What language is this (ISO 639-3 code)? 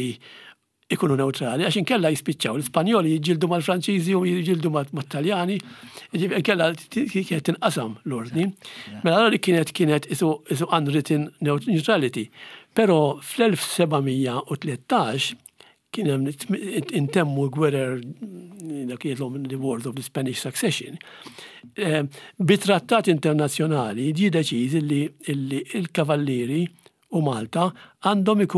mlt